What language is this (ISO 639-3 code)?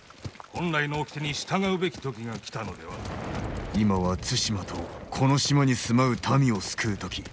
jpn